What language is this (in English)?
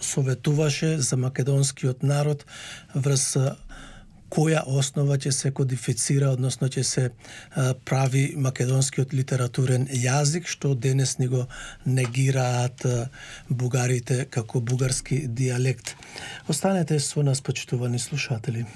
Macedonian